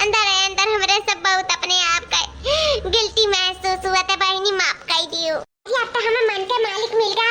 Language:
Awadhi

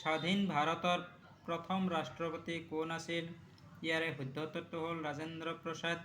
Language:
Assamese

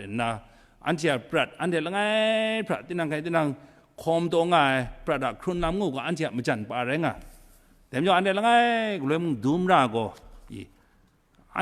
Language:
Kachin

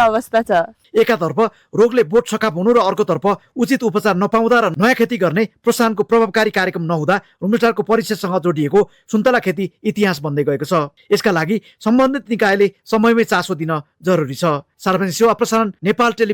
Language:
Nepali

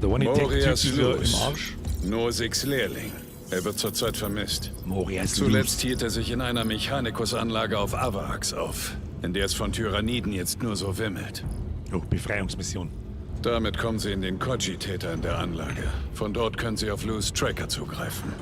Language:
Bavarian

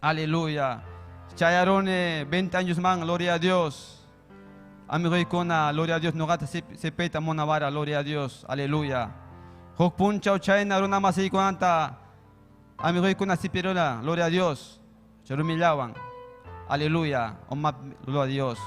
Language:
Ayacucho Quechua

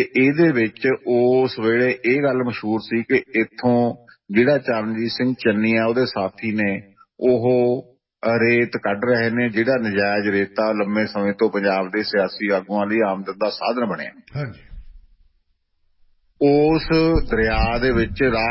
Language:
Punjabi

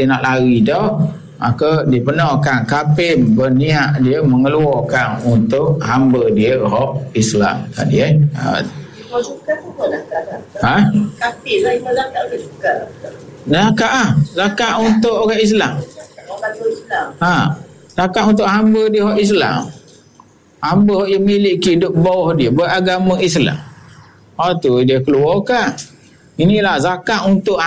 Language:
Malay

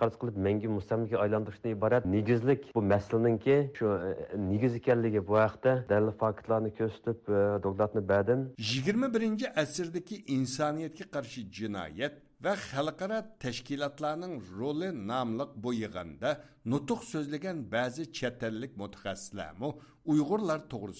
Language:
Uyghur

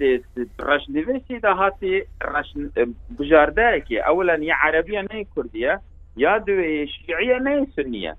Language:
Kurdish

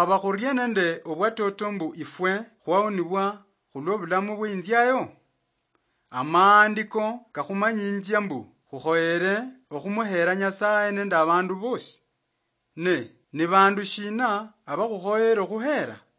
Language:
Luyia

